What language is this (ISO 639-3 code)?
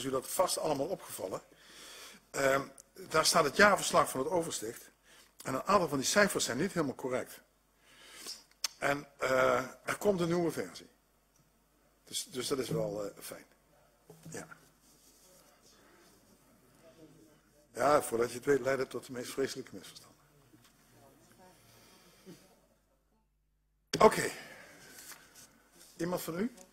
nld